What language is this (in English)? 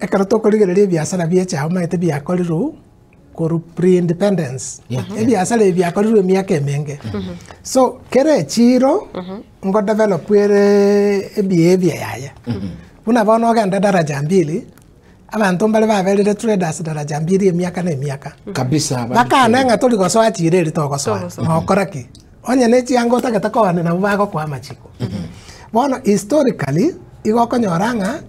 Gusii